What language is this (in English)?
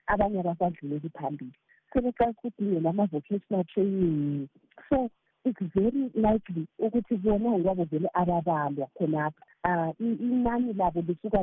North Ndebele